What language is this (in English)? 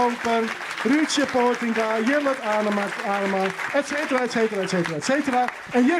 Western Frisian